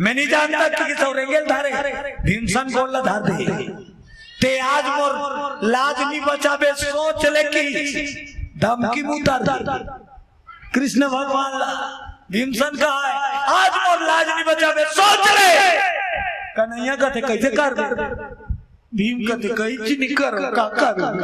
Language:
Chhattisgarhi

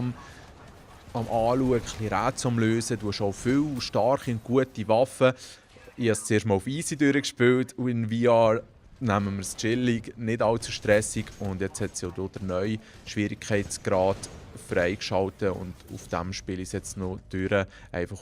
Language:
Swiss German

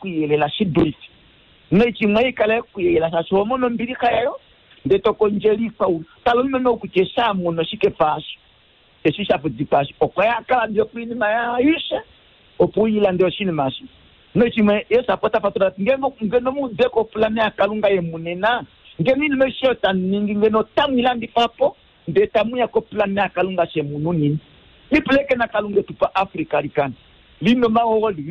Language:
Kuanyama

